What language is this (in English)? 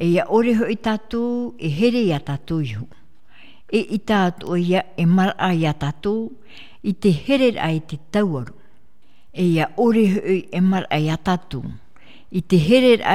Tahitian